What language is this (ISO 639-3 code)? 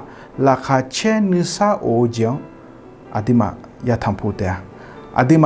ahk